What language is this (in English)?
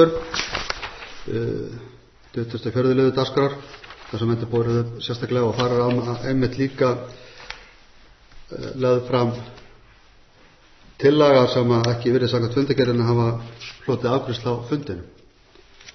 Icelandic